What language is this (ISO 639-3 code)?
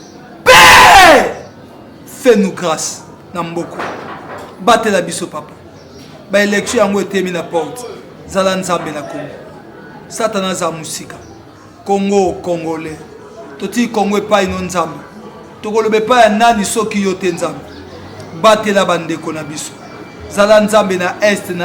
lin